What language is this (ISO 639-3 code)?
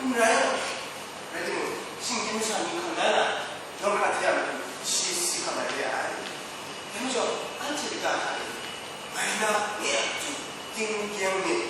kac